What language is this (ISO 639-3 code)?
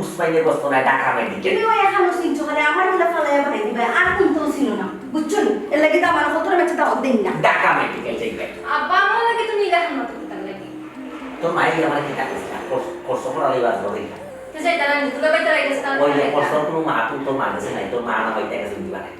syl